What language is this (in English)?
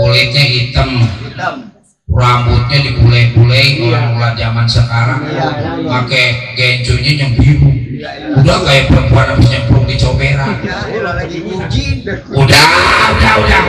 Betawi